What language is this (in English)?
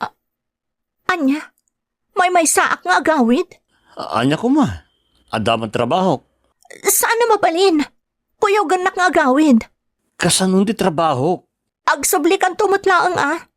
Iloko